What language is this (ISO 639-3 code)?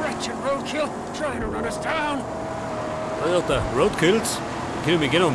bar